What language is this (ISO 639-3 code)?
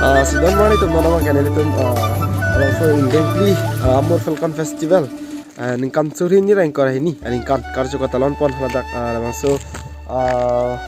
mjw